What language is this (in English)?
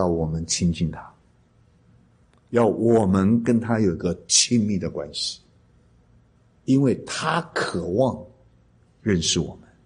Chinese